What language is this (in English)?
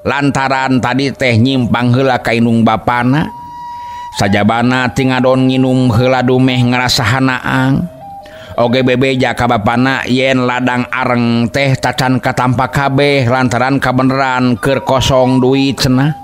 Sundanese